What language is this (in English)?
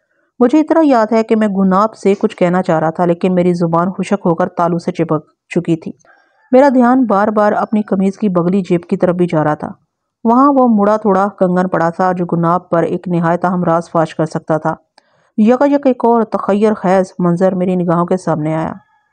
Urdu